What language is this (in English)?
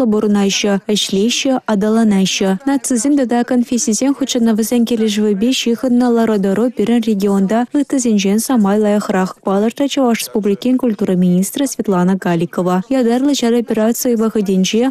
Chuvash